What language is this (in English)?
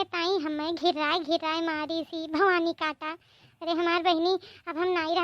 Awadhi